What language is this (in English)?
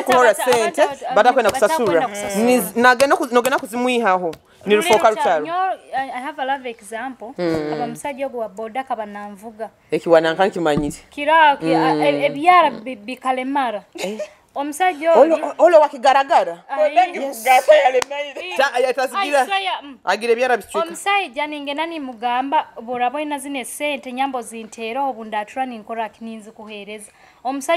Nyoro